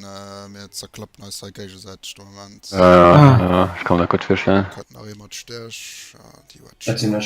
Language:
Luxembourgish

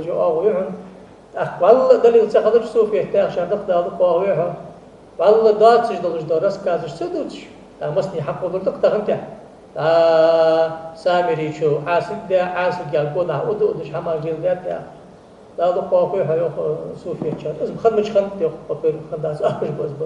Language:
Ingush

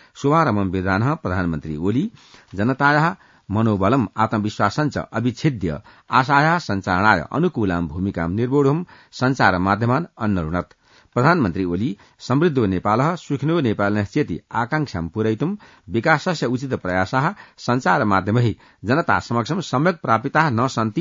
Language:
Sanskrit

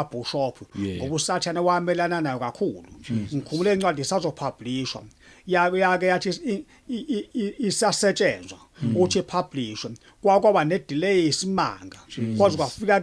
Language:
Zulu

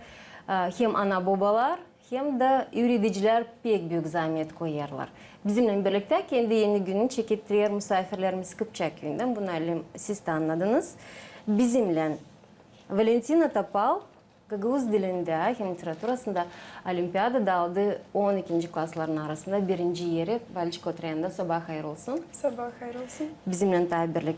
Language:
Gagauz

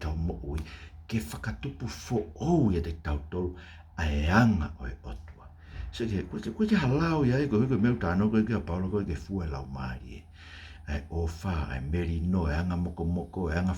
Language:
Tongan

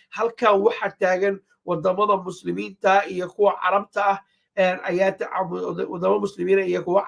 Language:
Somali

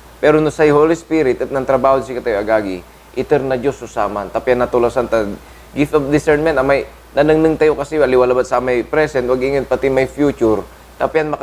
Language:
Pangasinan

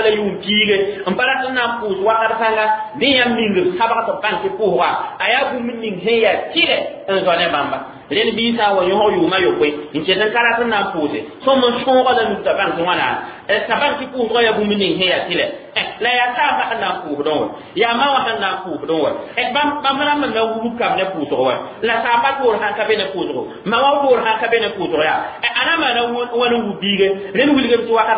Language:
Mossi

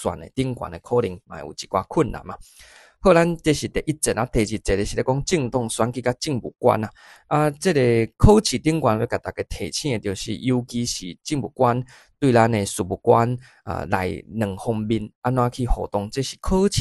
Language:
Min Nan Chinese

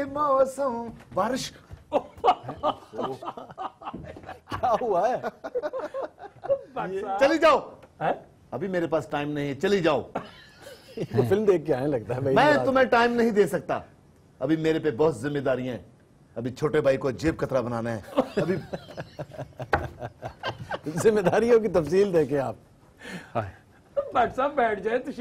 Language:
Urdu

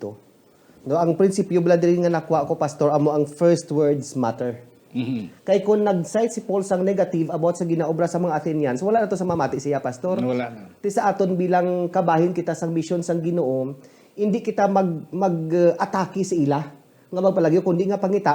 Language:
Hiligaynon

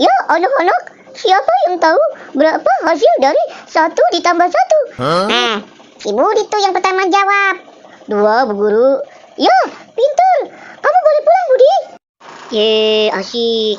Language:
Betawi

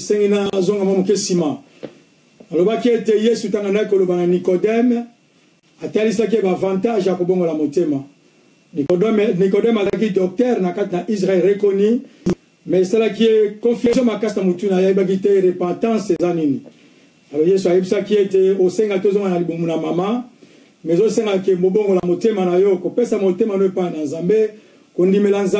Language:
Lingala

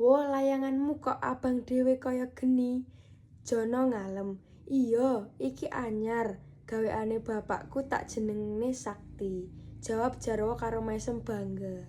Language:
Javanese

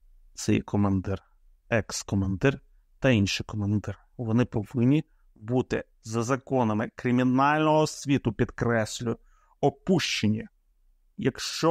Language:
Ukrainian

